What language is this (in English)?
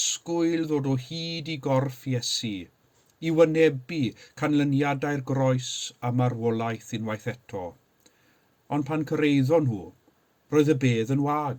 Welsh